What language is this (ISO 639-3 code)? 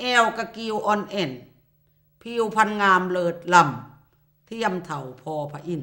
lao